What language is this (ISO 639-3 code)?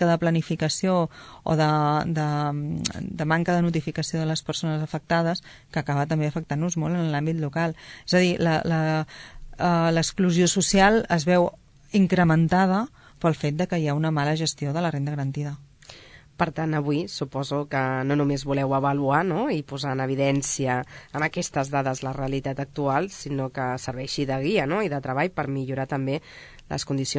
cat